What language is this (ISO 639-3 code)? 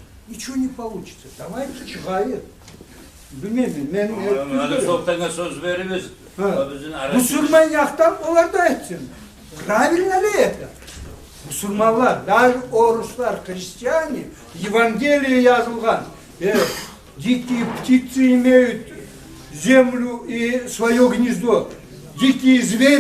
kum